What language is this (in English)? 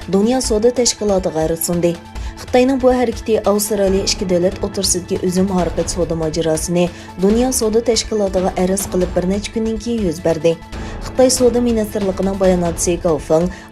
Uyghur